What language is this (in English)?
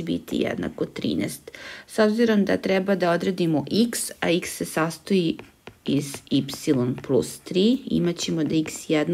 Serbian